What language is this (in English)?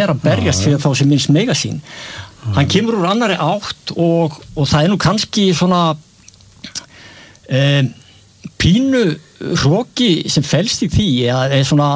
Icelandic